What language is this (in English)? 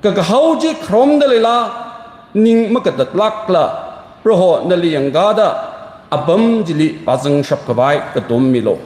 Tangkhul Naga (India)